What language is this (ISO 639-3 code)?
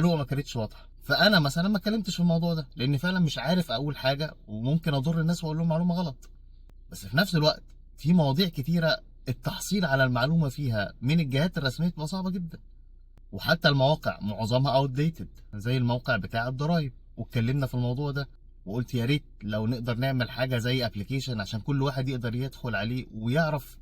arz